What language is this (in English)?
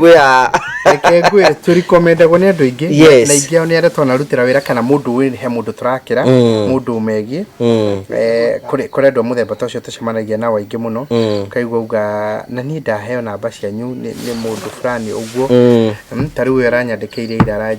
Kikuyu